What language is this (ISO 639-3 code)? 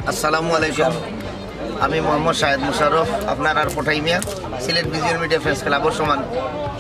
syl